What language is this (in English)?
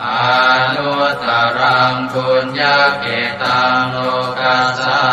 Pali